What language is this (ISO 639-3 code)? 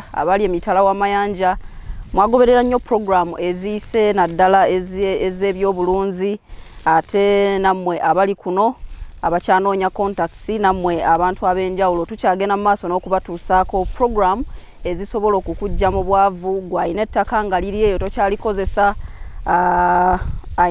lug